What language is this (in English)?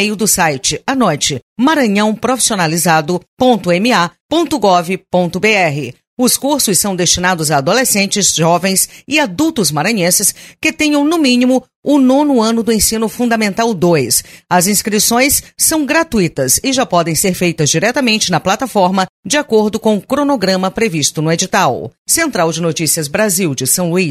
Portuguese